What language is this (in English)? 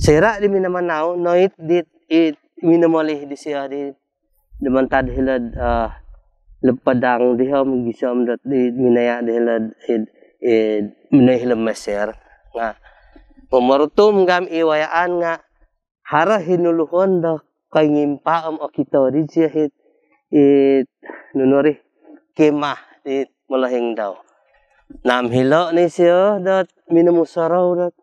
Central Dusun